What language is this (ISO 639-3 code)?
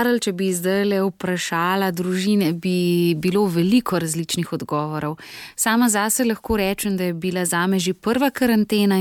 slv